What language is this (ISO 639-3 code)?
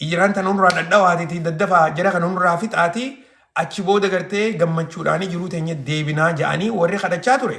orm